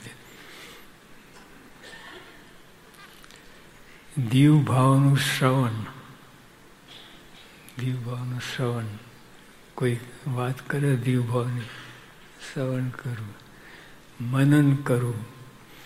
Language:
Gujarati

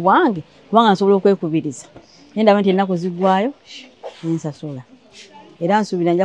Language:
Ganda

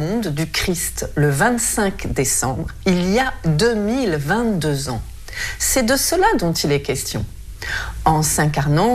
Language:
French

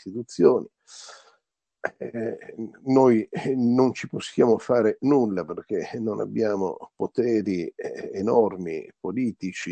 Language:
Italian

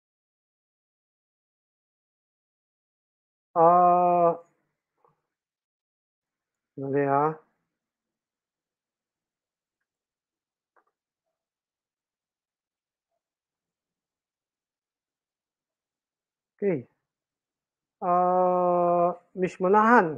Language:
Filipino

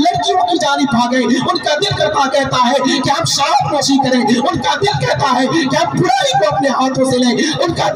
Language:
Urdu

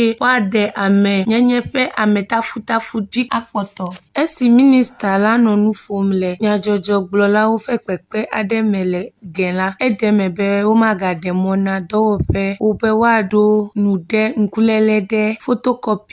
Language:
Ewe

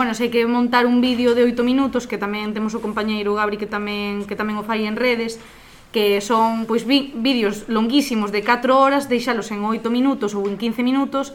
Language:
Galician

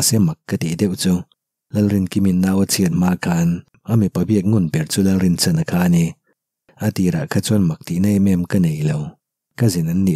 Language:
Mizo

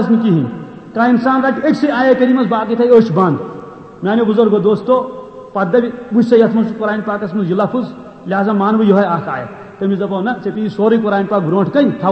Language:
Kashmiri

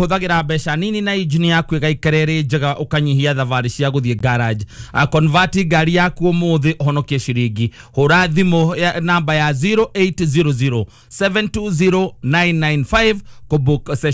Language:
Kikuyu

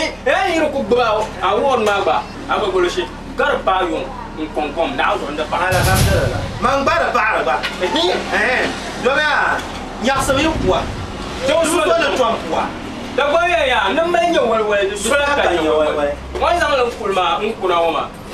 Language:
Dagbani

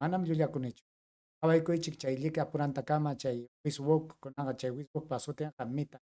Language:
Ayacucho Quechua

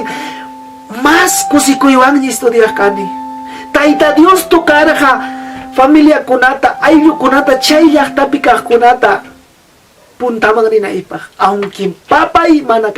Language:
Ayacucho Quechua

